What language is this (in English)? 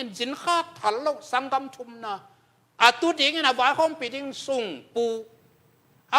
Tedim Chin